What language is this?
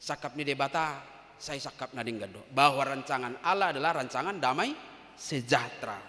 Batak Toba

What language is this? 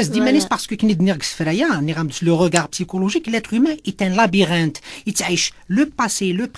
Kabyle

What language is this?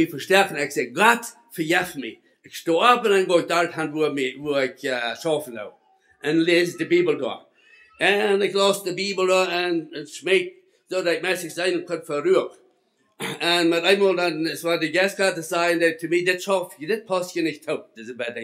Plautdietsch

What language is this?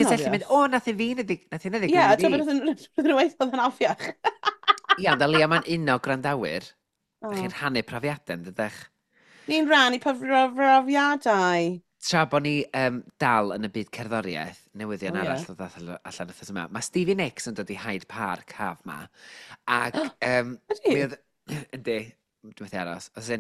Welsh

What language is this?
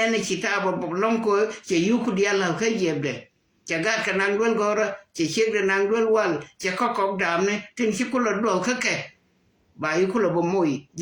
Nuer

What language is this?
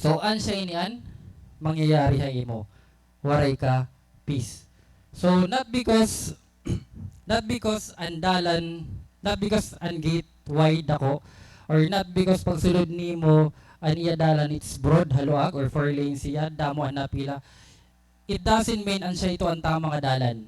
Waray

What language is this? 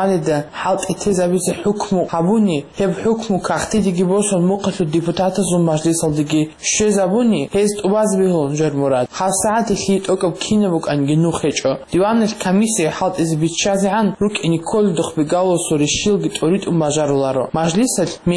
Avaric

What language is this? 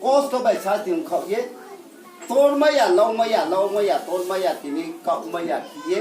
Riang (India)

